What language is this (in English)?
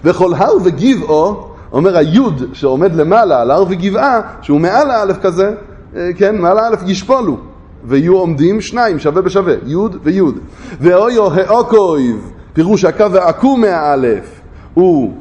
Hebrew